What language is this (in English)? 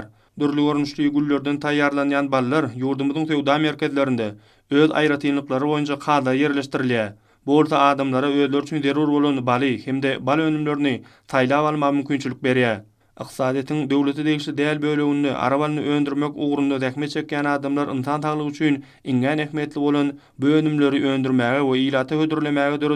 Turkmen